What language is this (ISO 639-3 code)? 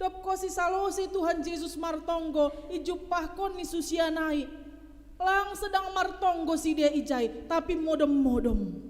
bts